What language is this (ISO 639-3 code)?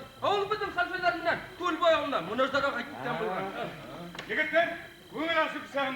bak